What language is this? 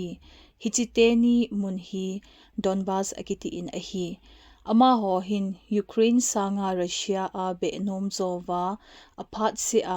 Thado Chin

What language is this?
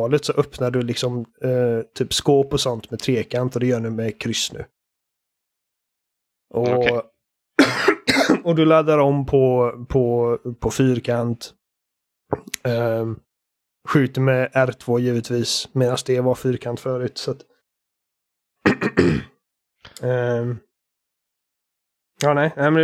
Swedish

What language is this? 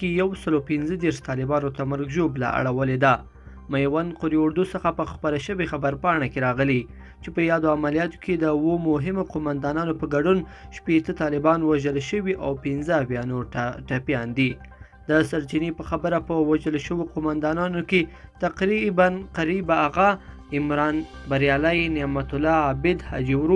Pashto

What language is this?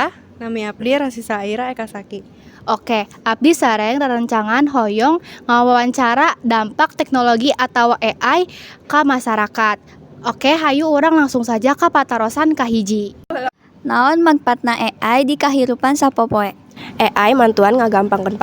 Sundanese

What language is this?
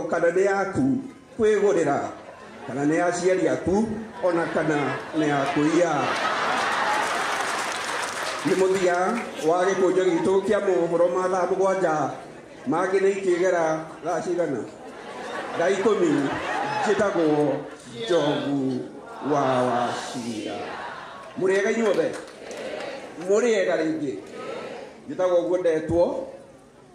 Kikuyu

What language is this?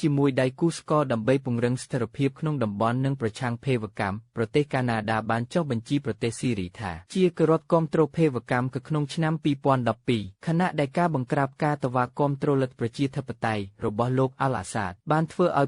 Khmer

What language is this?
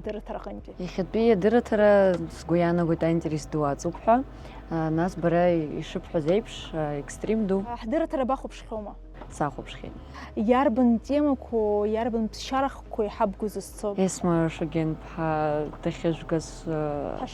Abkhazian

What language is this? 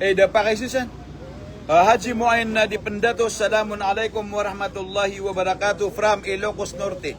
Maranao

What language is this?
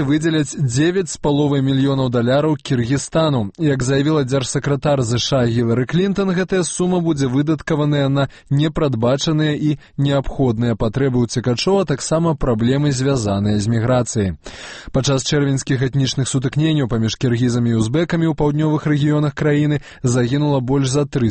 Belarusian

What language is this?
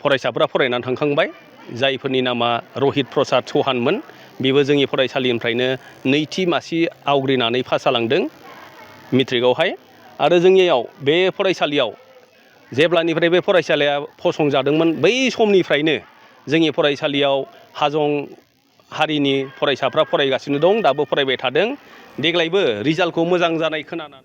Bodo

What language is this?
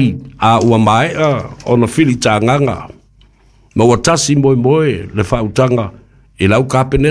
Samoan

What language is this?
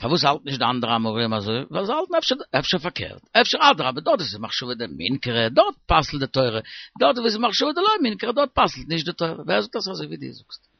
Yiddish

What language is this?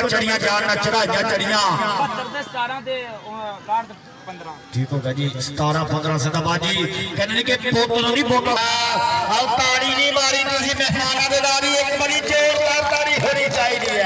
Punjabi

